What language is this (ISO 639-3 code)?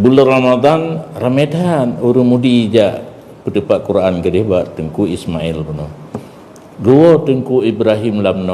ace